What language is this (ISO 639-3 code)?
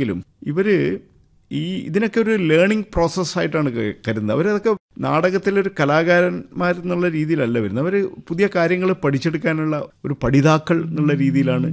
mal